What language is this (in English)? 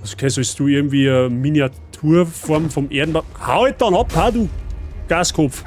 Bavarian